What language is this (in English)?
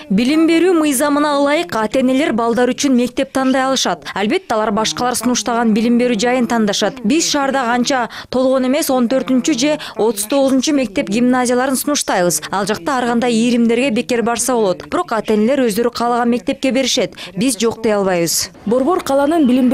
Kyrgyz